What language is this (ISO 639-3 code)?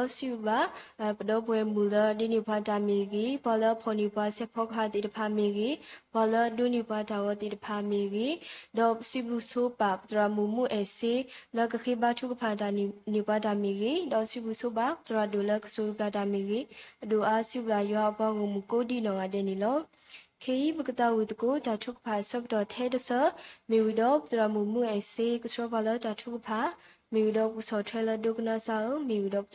ksw